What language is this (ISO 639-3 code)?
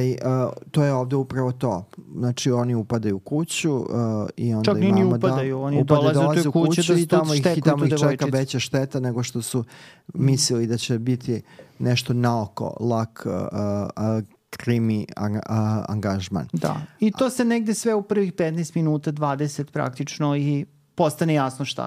srp